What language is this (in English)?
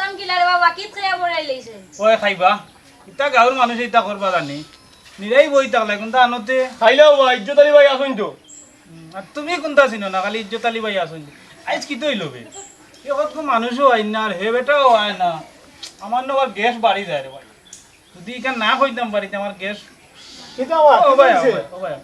Sylheti